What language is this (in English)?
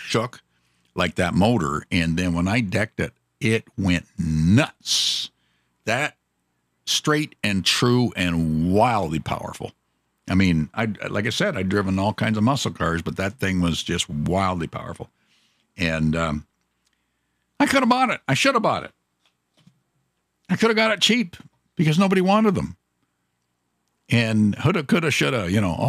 English